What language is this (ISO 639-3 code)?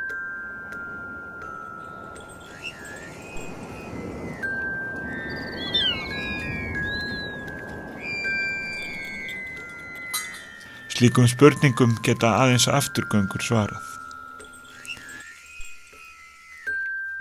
isl